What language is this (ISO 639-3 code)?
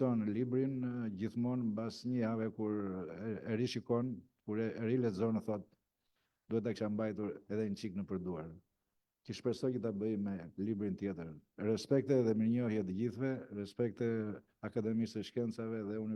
sqi